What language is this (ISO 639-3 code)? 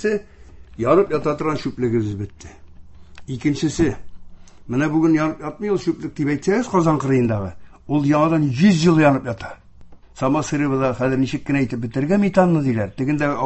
tat